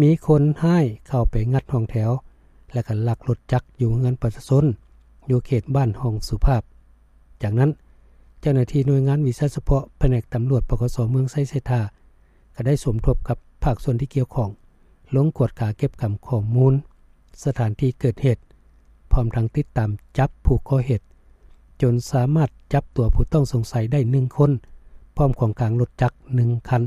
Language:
Lao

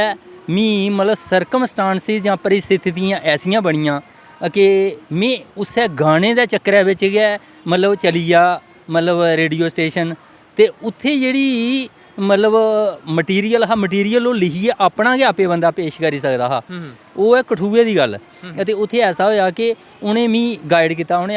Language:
Dogri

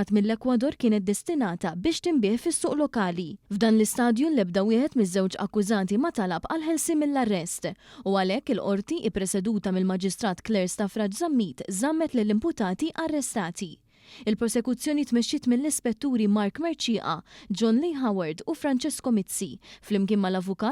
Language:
Maltese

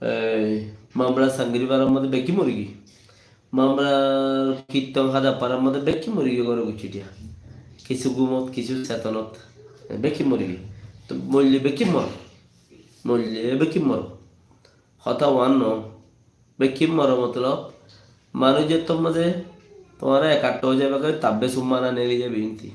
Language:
Rohingya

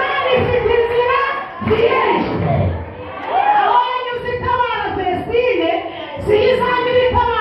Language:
Kinyarwanda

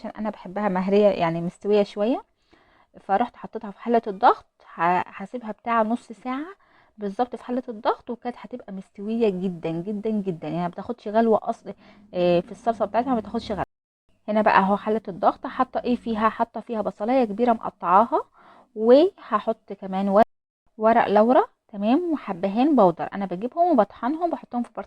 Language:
Egyptian Arabic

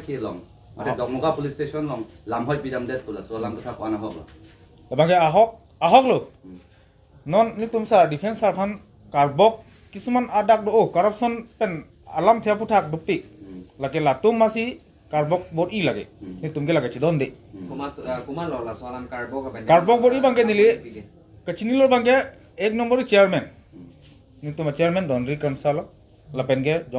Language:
Karbi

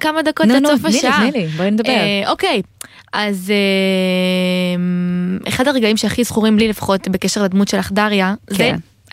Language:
Hebrew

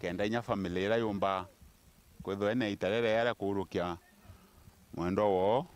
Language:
Meru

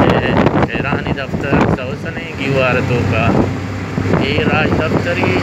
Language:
Baluchi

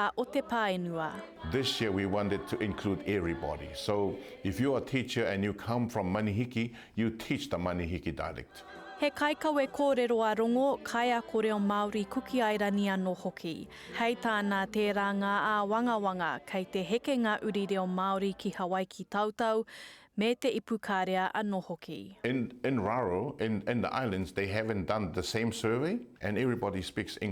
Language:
Māori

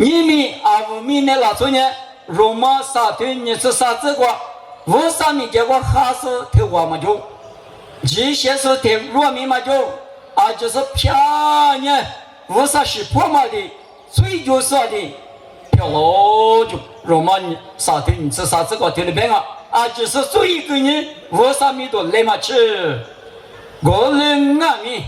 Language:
Lisu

